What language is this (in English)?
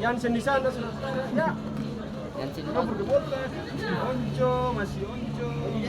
Ambonese Malay